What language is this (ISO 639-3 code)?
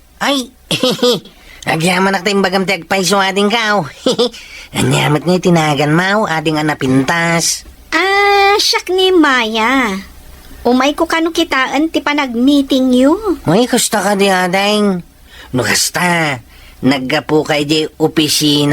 ilo